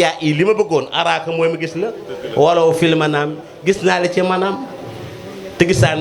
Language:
Wolof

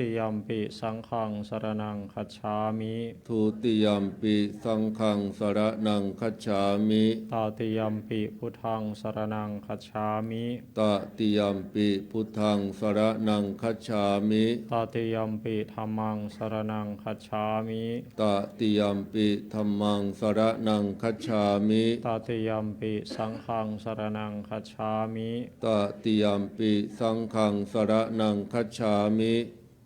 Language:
Pali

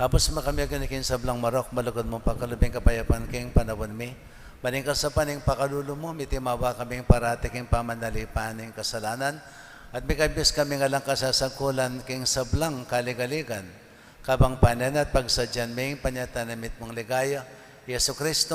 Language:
Pampanga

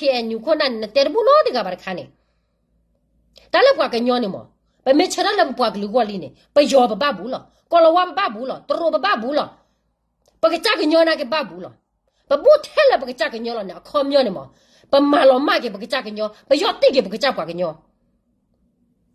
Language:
S'gaw Karen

